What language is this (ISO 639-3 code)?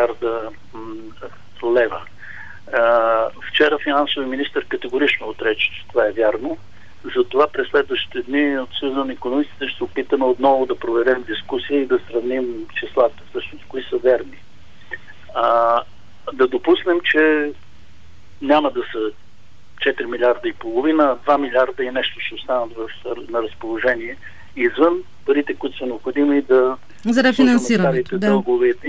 bul